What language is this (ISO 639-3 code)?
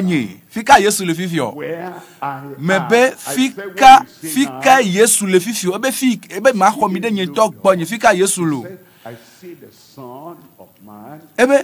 ewe